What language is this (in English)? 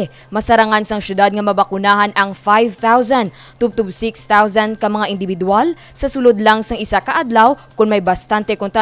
Hiligaynon